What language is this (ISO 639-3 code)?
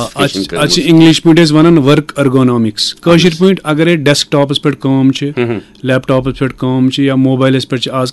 kas